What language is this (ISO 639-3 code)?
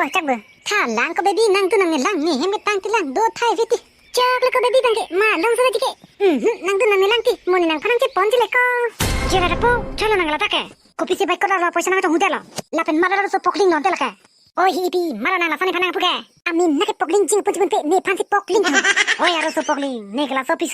mjw